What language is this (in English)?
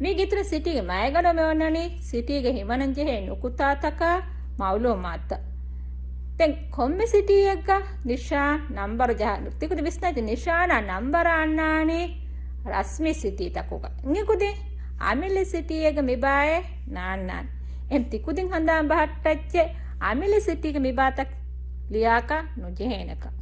Divehi